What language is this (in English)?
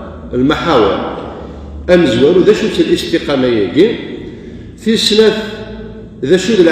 Kabyle